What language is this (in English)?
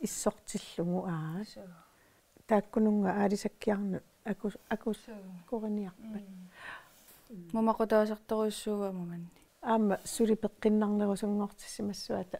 Kalaallisut